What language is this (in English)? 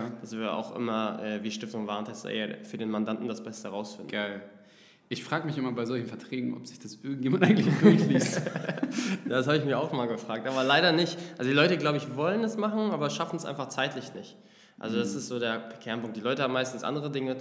German